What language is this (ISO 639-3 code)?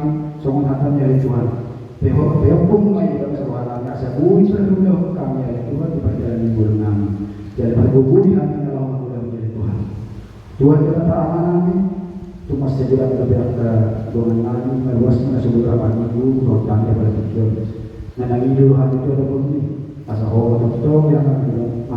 bbc